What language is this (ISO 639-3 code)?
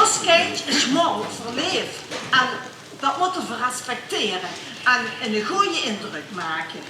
lim